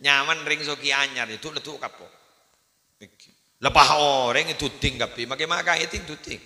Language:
Madurese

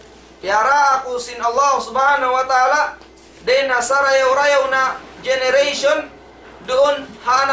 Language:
Tausug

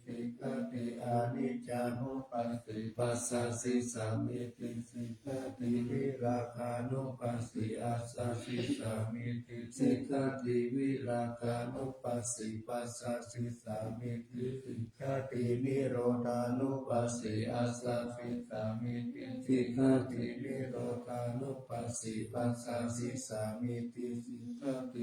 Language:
Pali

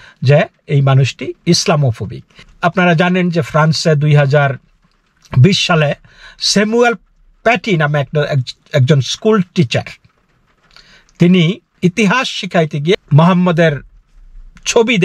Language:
Bangla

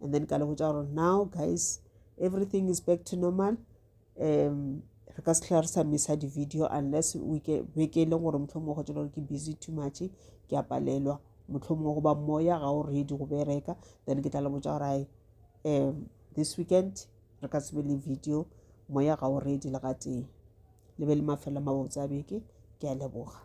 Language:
Northern Sotho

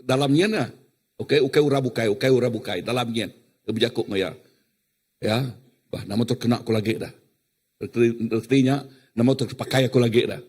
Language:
Iban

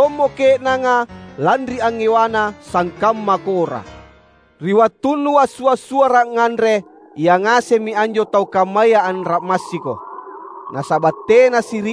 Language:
Makasar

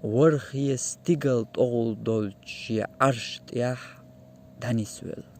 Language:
Chechen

